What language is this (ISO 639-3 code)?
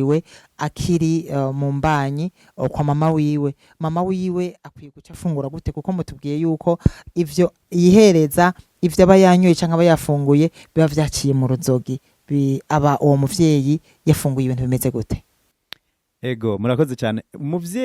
run